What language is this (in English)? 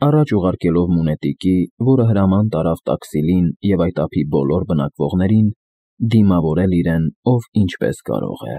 Armenian